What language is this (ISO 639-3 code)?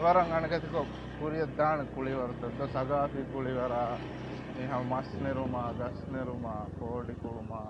div